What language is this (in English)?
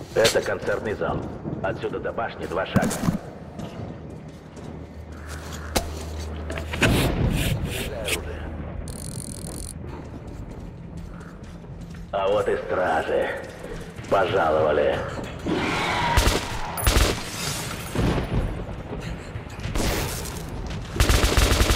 Russian